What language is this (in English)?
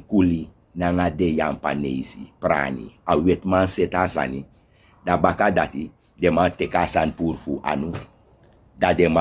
Sranan Tongo